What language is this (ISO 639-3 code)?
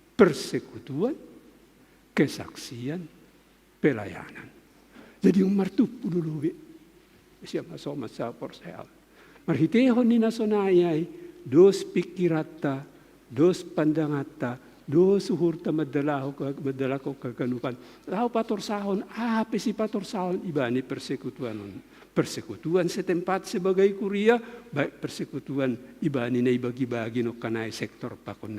bts